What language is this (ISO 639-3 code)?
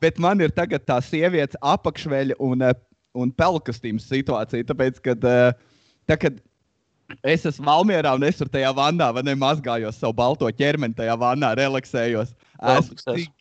lav